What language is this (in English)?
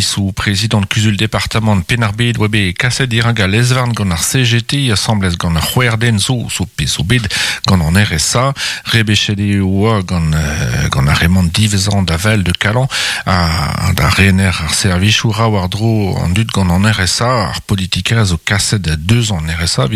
Breton